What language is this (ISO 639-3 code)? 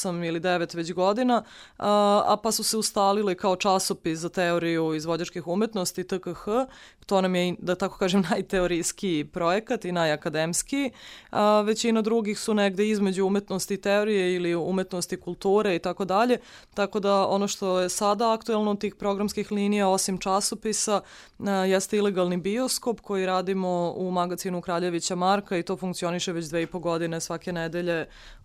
srp